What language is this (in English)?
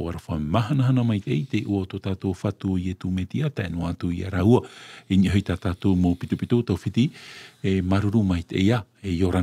Tahitian